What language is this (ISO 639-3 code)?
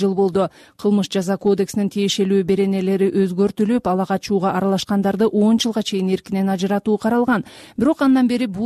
kir